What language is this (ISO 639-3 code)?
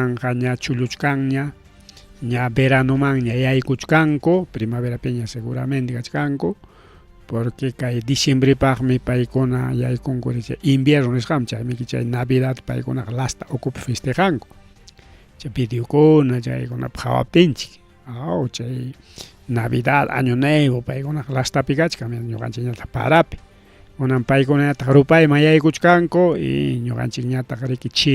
quy